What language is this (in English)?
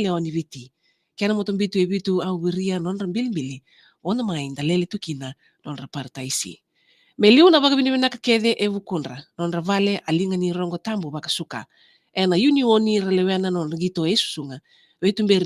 Fijian